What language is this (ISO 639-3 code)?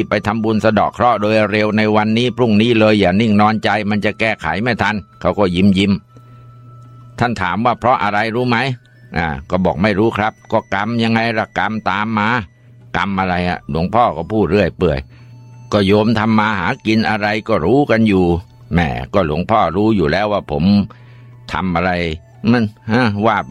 tha